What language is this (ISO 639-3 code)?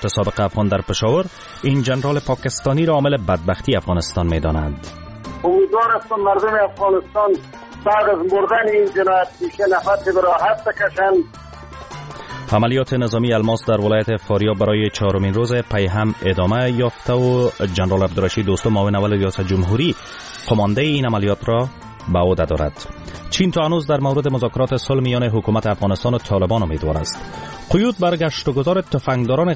fas